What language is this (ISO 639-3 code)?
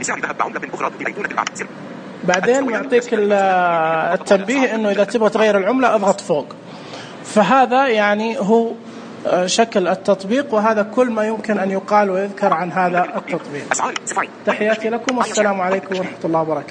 ars